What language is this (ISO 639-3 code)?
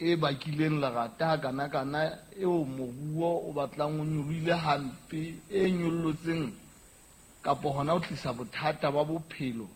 sot